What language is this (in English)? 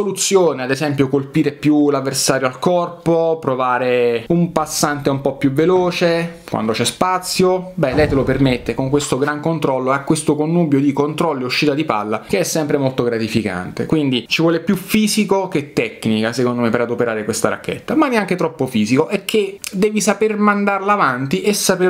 Italian